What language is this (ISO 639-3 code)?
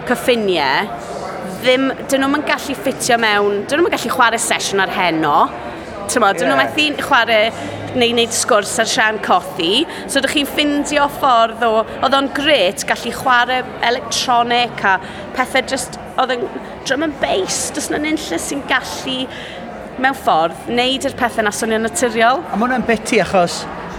cym